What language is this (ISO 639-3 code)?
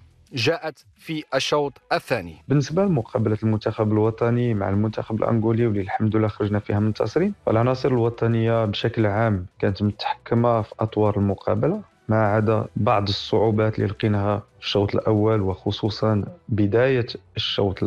ary